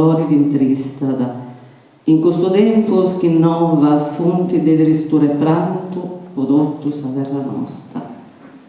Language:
Sardinian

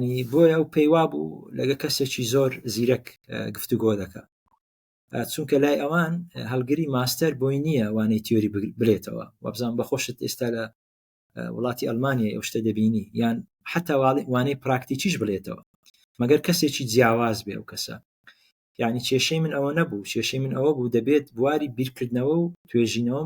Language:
Central Kurdish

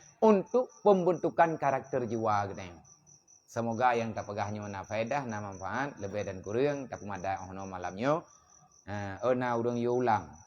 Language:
Achinese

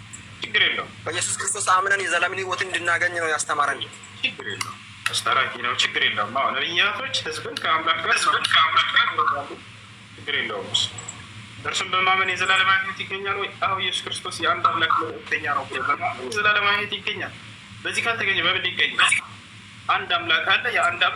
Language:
Amharic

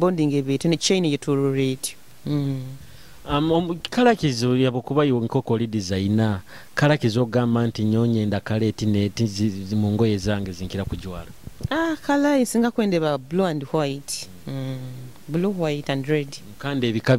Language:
Nyoro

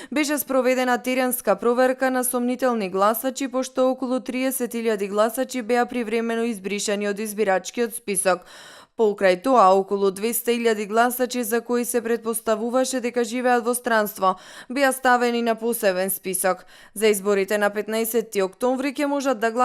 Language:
Macedonian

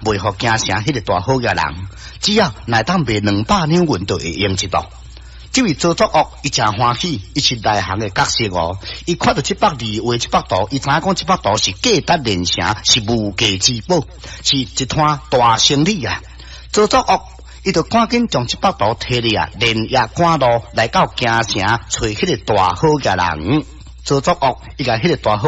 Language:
Min Nan Chinese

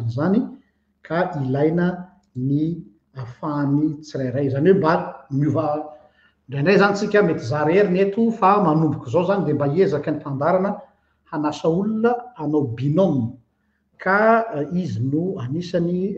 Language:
Malagasy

